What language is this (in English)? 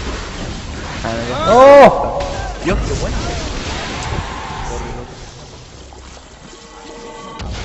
Spanish